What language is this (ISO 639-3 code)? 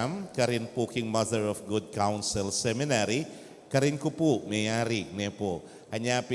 pam